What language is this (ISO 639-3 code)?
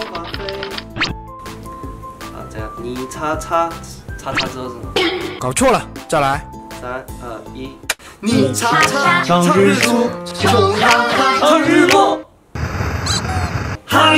zho